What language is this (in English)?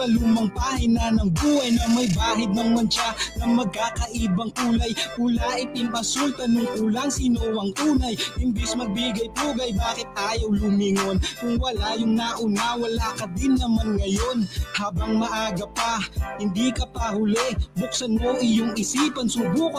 Filipino